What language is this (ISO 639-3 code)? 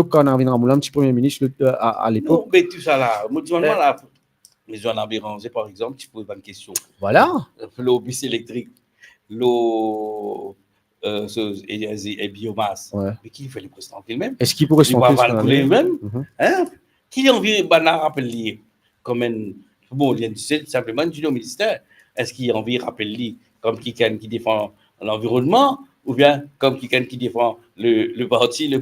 mfe